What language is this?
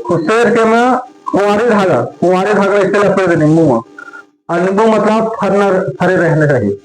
Chhattisgarhi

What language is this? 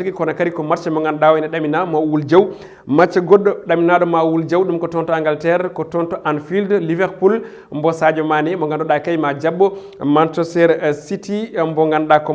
Fula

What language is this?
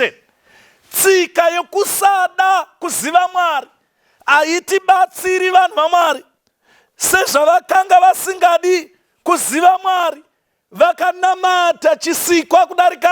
Shona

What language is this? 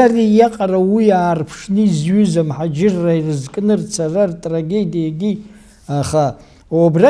Abkhazian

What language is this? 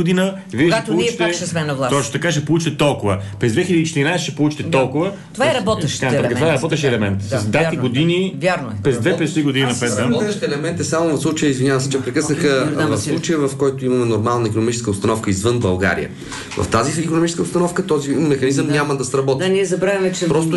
Bulgarian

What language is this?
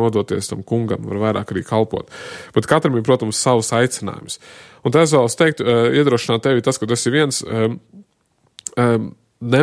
Latvian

